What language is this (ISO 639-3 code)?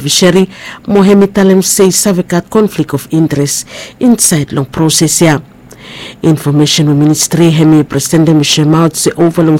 bis